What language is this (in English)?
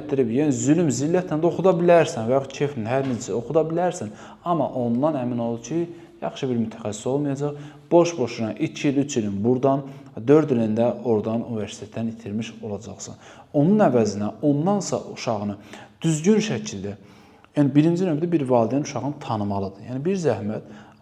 Azerbaijani